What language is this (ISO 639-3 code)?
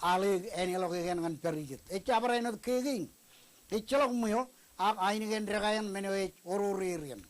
mah